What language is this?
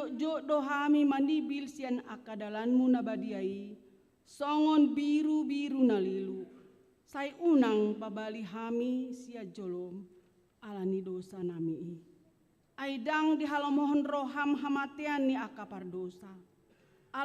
Batak Toba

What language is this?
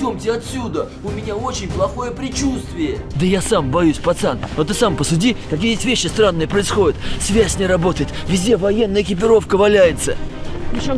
Russian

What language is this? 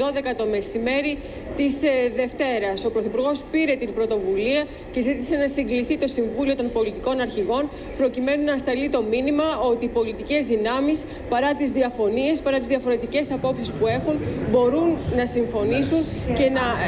Greek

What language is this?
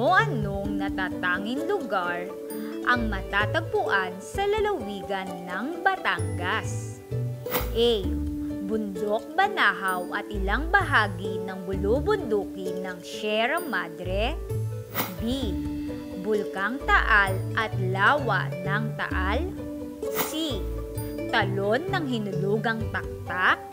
Filipino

